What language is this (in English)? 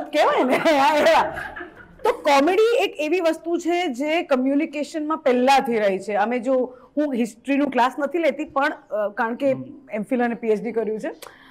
Gujarati